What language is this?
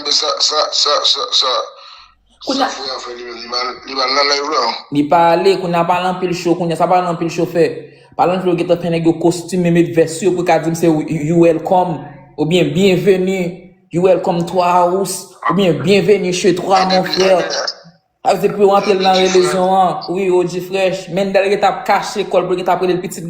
Haitian Creole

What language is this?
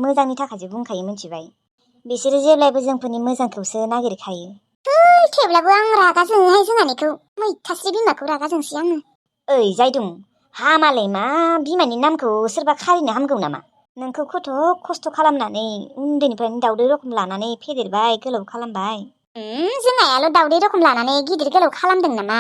Bodo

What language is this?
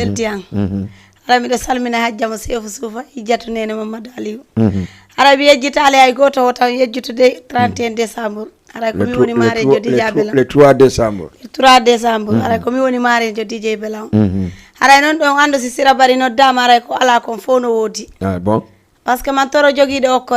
Fula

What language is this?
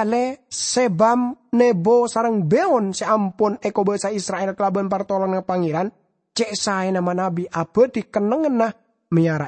Madurese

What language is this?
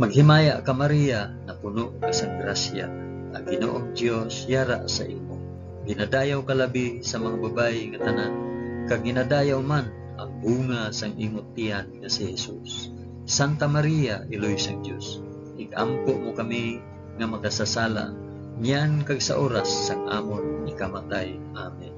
Hiligaynon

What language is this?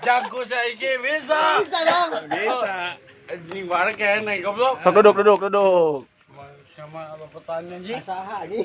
Sundanese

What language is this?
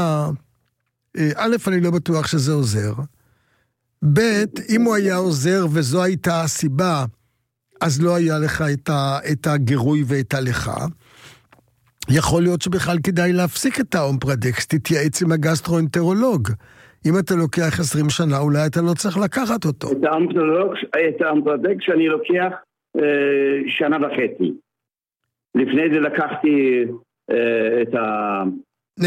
Hebrew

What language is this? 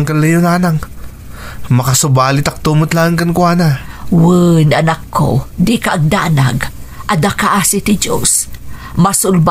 Iloko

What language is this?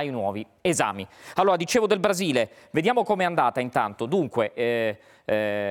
Italian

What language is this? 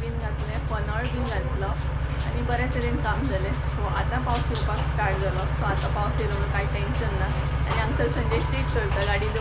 Konkani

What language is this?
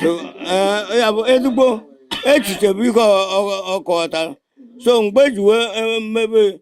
Igbo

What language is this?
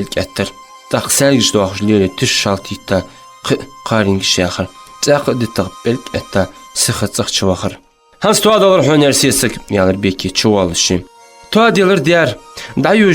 Ingush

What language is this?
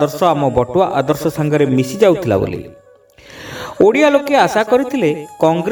Odia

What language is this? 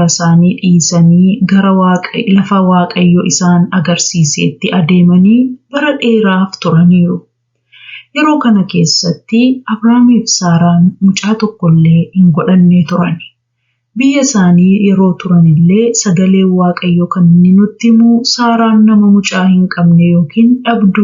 Oromo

